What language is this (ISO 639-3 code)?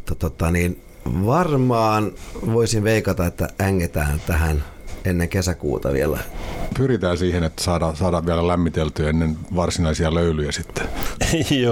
fin